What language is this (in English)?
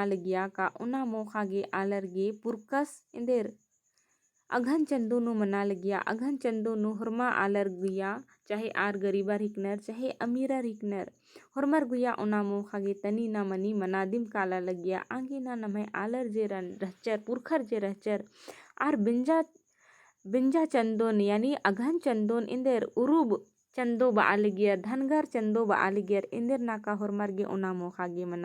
Kurukh